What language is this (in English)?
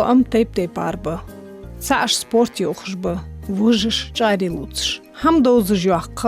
Ingush